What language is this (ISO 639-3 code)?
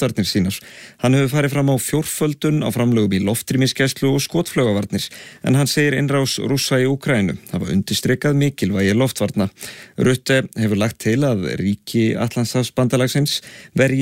isl